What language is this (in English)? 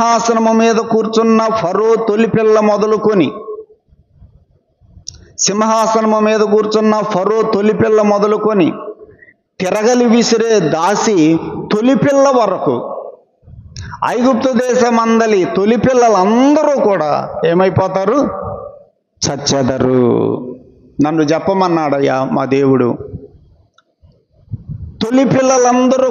Telugu